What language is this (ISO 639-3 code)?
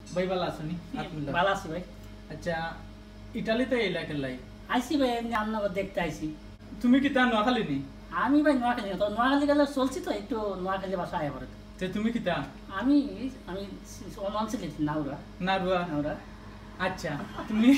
syl